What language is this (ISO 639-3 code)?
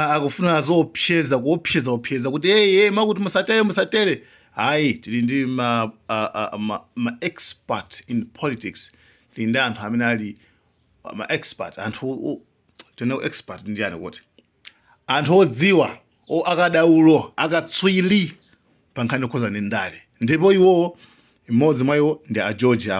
nya